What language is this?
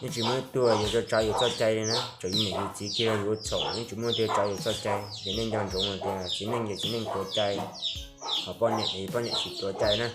Hmong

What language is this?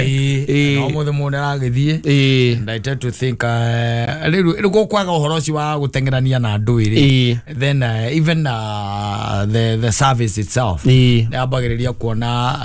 Kikuyu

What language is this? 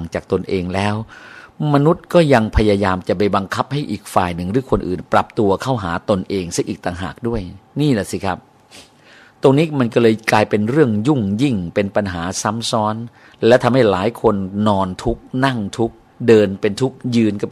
Thai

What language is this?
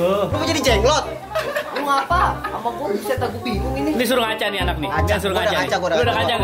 Betawi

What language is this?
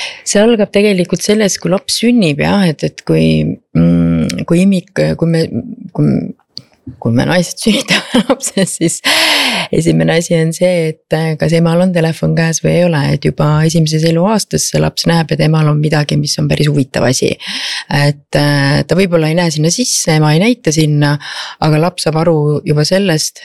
Estonian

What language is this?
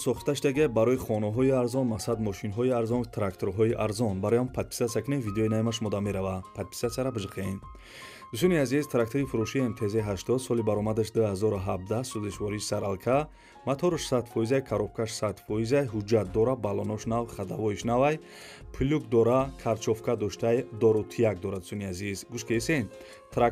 Tajik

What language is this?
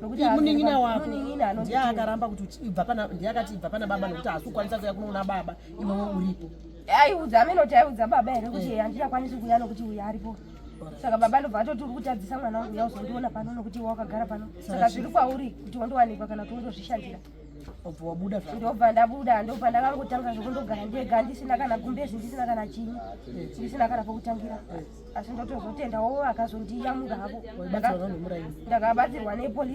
Shona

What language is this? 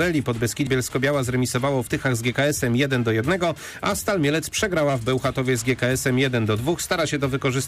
Polish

